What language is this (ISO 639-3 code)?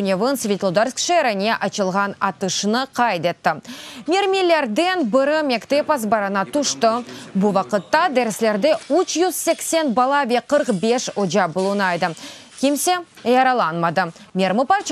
crh